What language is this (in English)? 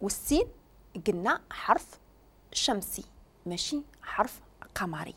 Moroccan Arabic